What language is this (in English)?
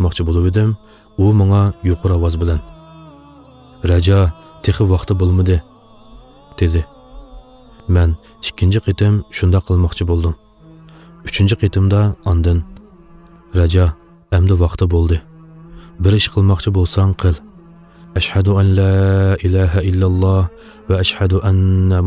Uyghur